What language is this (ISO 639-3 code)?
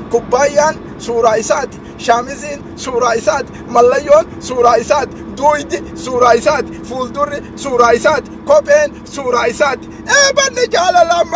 orm